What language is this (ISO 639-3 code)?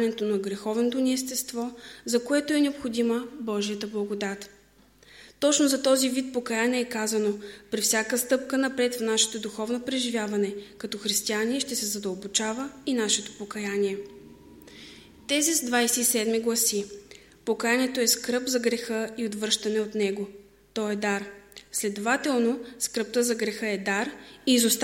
bul